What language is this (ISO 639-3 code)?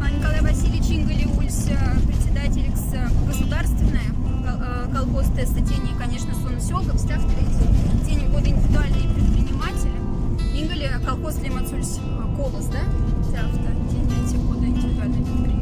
mdf